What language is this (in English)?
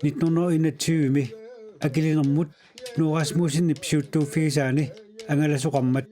Kalaallisut